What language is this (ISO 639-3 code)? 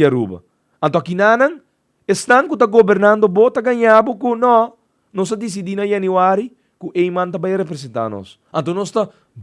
pap